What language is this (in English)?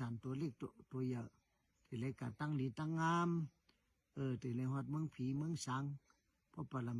Shan